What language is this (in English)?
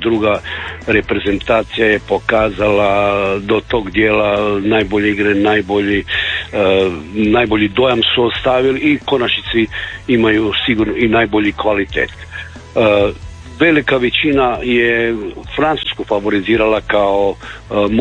Croatian